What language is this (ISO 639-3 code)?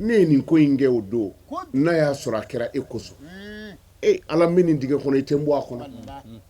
bam